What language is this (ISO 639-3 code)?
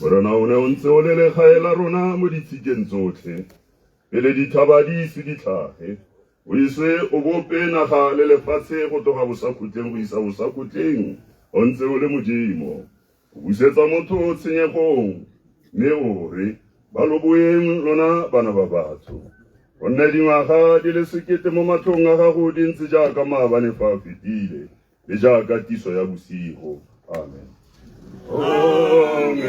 tsn